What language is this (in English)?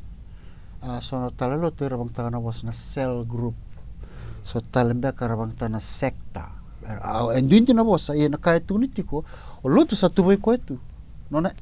Fijian